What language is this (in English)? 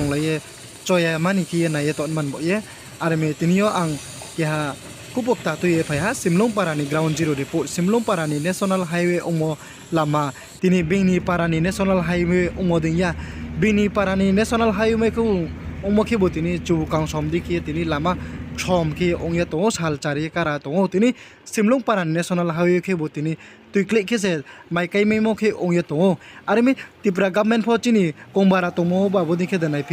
Riang (India)